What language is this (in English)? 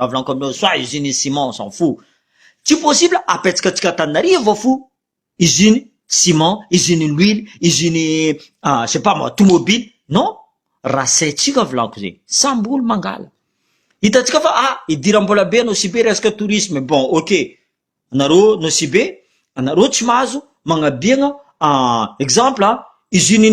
Malagasy